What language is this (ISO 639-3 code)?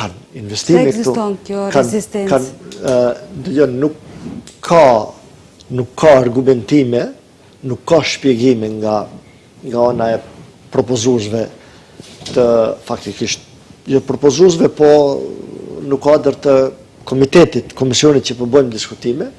sqi